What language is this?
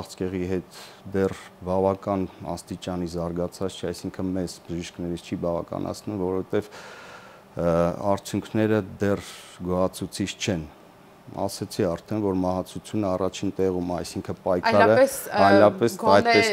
Armenian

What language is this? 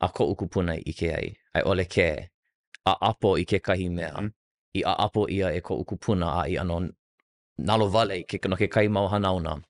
Hawaiian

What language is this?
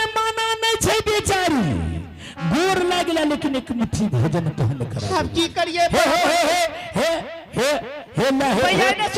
Angika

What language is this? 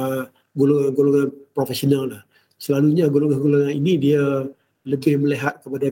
Malay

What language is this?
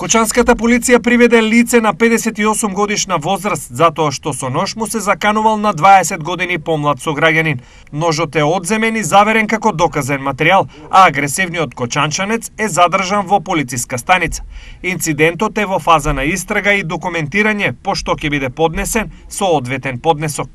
Macedonian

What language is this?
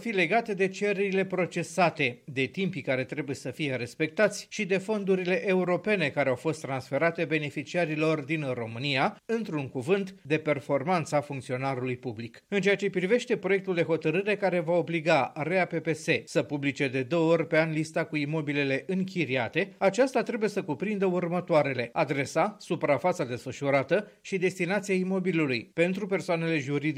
Romanian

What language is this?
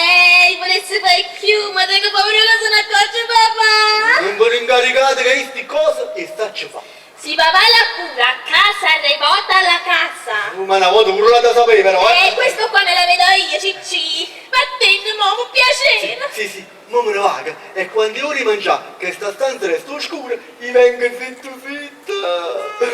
Neapolitan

